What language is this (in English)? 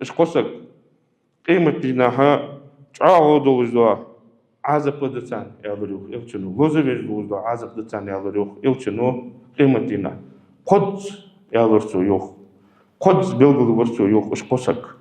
Ingush